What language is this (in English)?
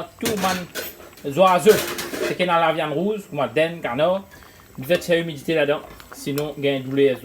Morisyen